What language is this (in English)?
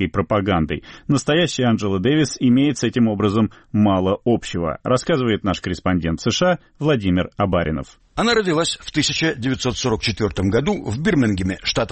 Russian